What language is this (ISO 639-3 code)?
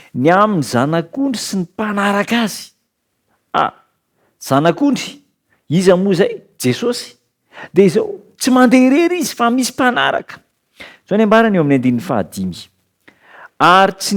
mlg